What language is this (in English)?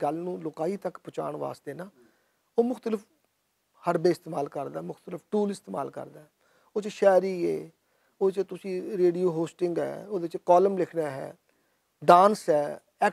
Western Panjabi